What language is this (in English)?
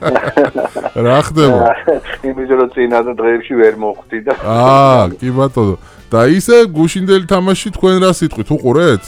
Georgian